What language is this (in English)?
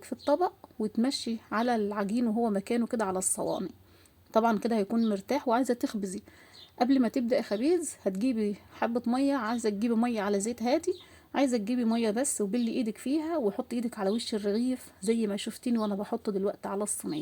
Egyptian Arabic